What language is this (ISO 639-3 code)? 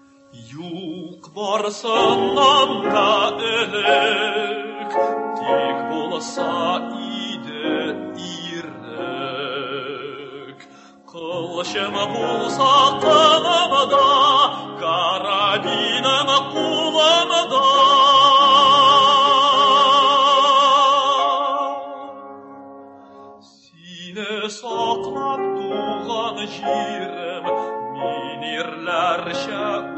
tat